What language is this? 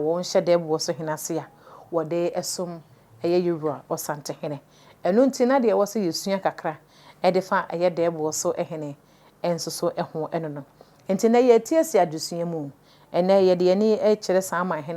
Akan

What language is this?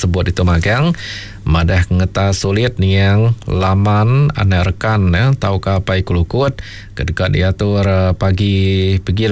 Iban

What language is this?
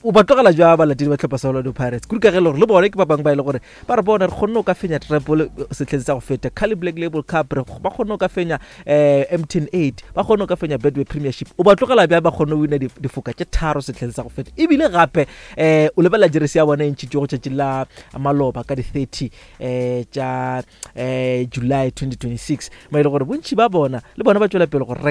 Northern Sotho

